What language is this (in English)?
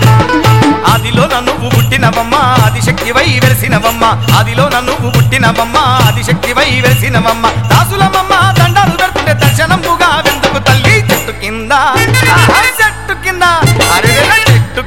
Telugu